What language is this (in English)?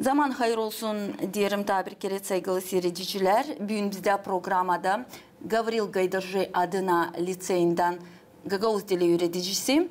Gagauz